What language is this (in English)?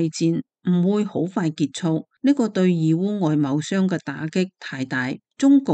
Cantonese